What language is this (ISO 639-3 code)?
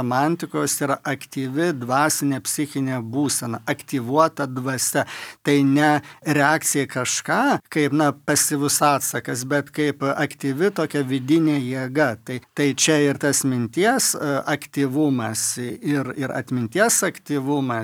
lit